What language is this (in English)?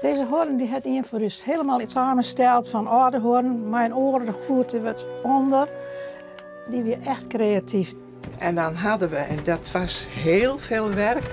Western Frisian